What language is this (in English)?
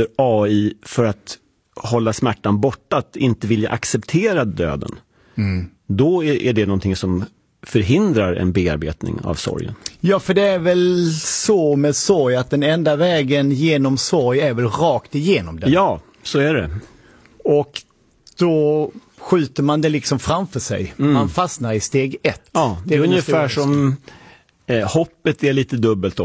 Swedish